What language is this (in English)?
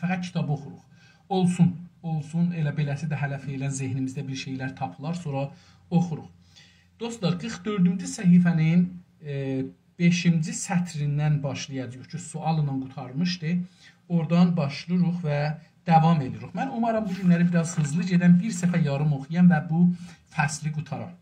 South Azerbaijani